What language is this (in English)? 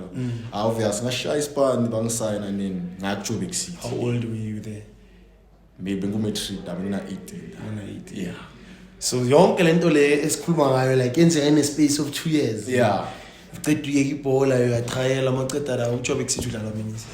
Zulu